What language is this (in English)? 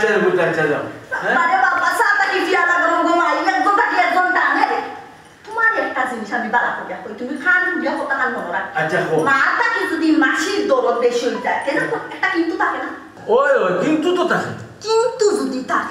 Sylheti